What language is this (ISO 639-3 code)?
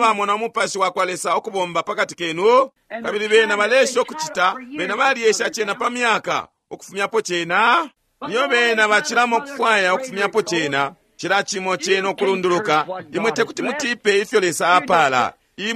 bem